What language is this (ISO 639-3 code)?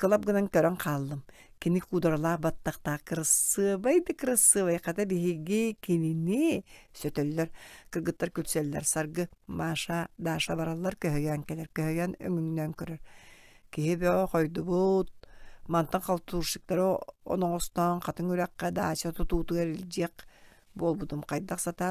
sah